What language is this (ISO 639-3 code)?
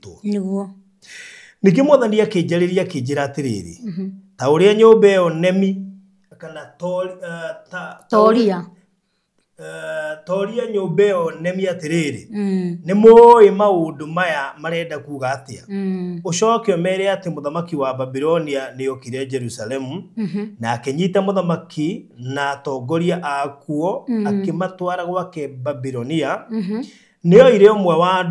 kik